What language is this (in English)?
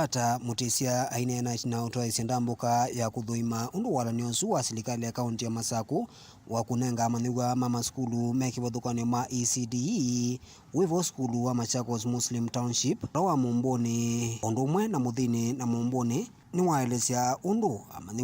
Kamba